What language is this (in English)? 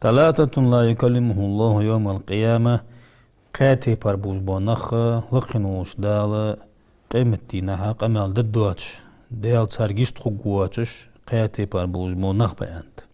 Ingush